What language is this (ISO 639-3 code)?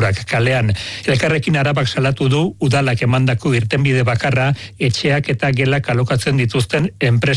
eus